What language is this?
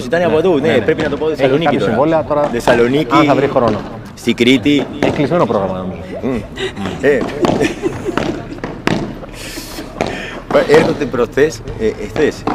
Greek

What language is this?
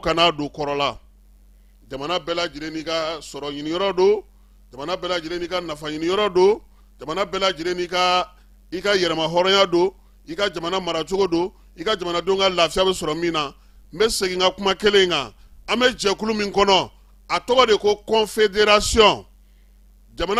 Bambara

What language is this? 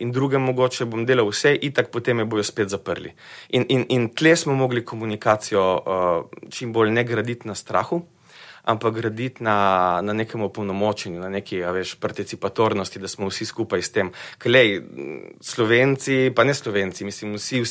Slovenian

